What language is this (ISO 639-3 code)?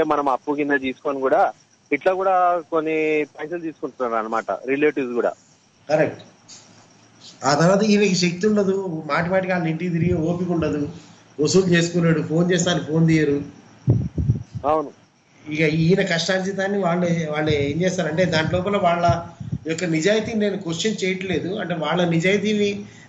tel